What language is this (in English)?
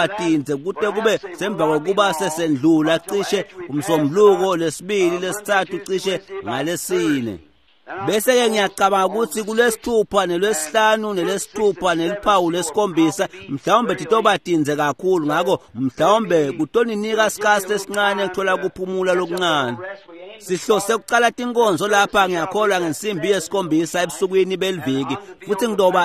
Swati